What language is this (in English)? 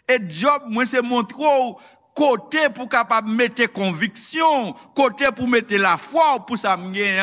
Haitian Creole